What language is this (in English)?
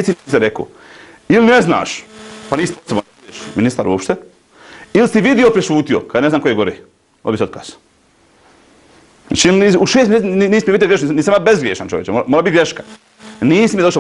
Bosnian